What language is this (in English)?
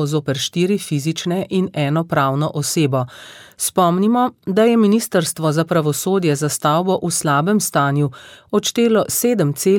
Slovenian